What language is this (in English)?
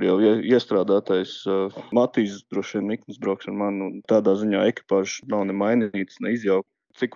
Latvian